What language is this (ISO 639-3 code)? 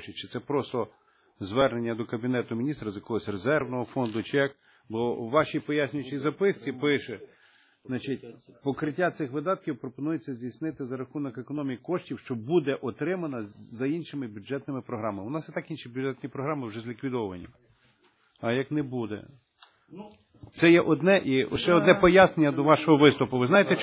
ukr